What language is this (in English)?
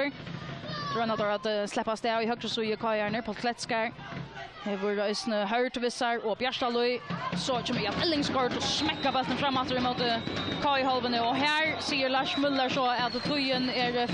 Faroese